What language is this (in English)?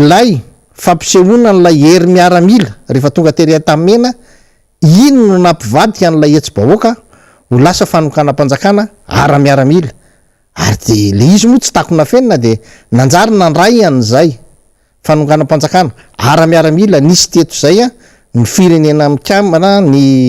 Malagasy